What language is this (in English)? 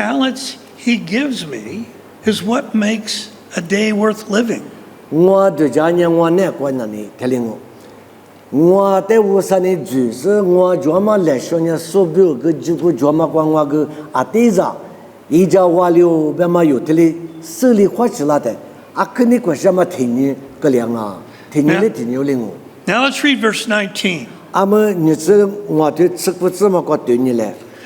Lisu